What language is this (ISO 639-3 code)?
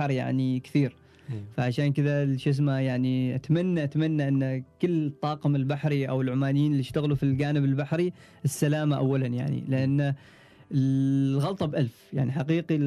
afb